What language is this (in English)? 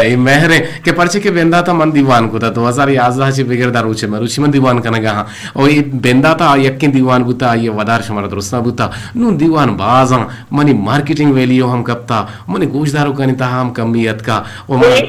Eastern Balochi